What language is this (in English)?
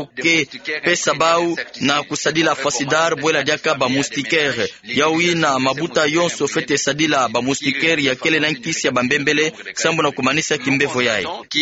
Kituba (Democratic Republic of Congo)